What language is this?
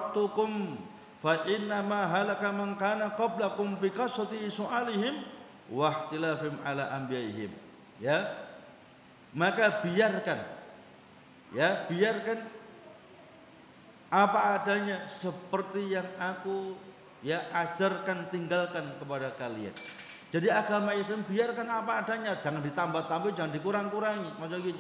Indonesian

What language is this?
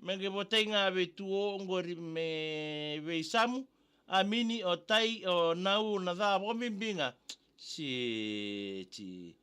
Fijian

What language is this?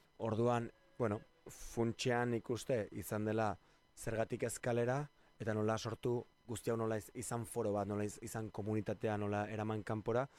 Basque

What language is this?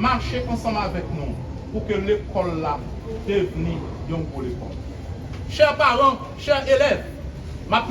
Haitian Creole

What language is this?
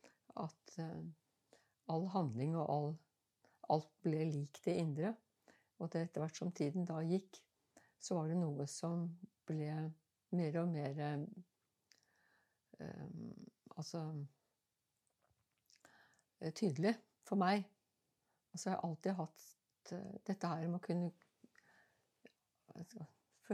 Norwegian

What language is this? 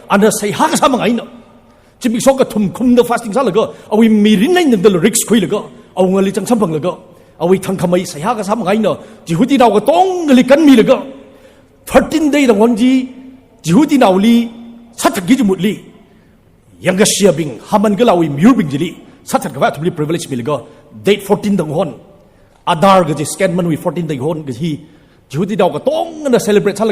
Tangkhul Naga (India)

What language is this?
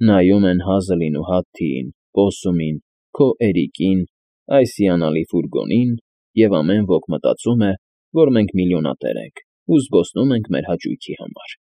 Armenian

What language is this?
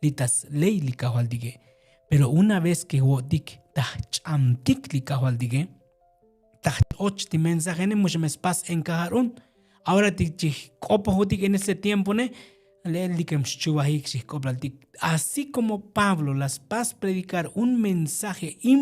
Tzotzil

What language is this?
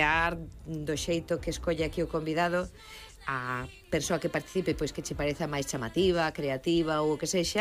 Galician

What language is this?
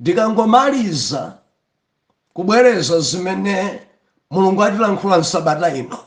Nyanja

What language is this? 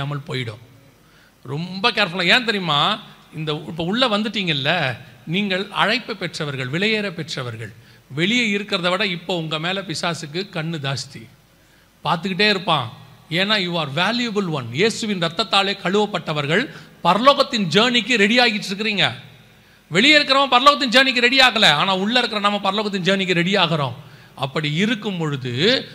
Tamil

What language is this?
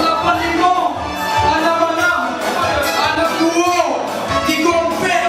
Minangkabau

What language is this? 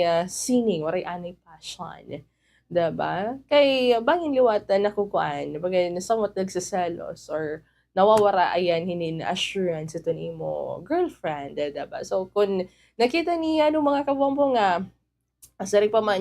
Waray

